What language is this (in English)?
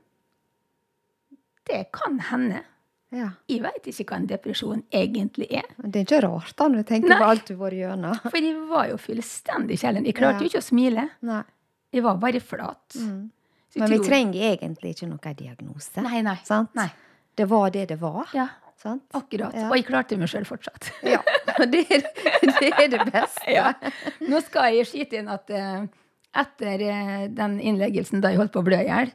Norwegian